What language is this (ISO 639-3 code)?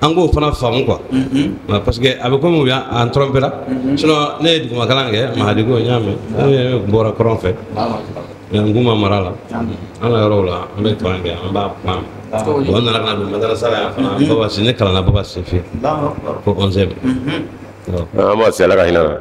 bam